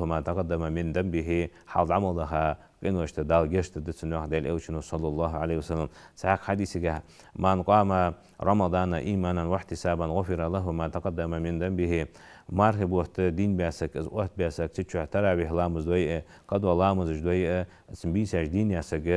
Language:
Ingush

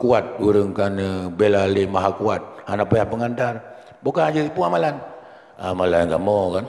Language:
Achinese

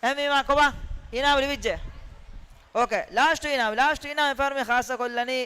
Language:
Divehi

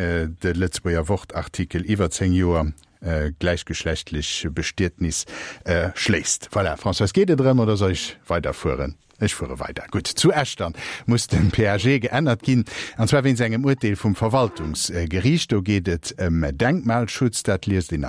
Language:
Luxembourgish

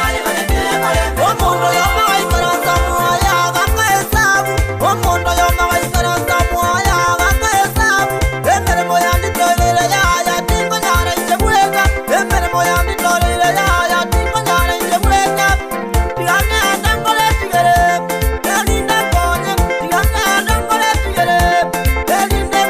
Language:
Gusii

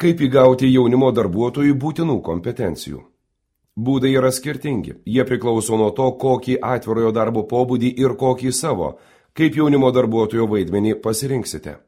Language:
Lithuanian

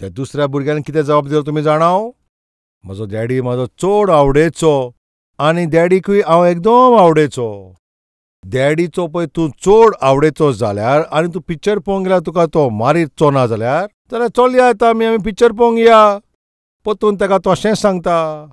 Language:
Konkani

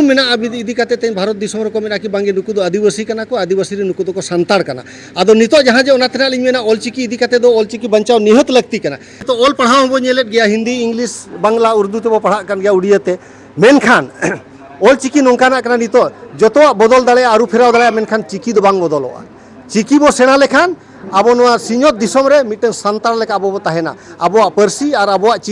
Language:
Santali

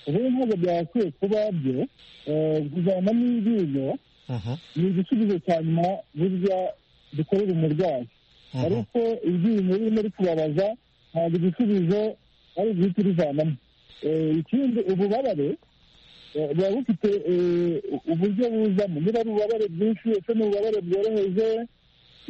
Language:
Kinyarwanda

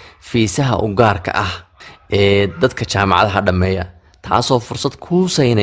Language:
Somali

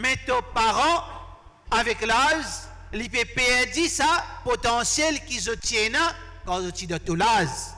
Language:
Morisyen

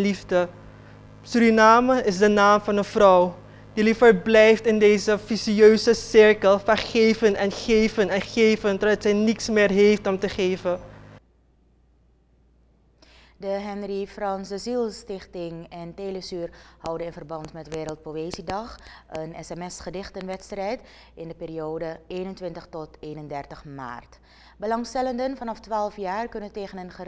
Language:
Dutch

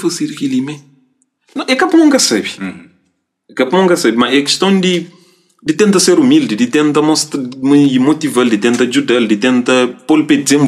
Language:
Kabuverdianu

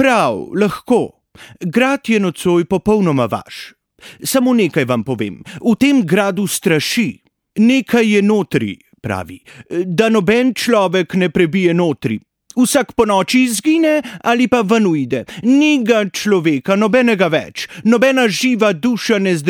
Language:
Slovenian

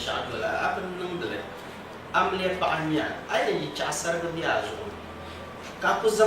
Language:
Dagbani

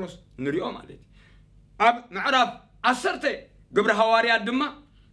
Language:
Tigrinya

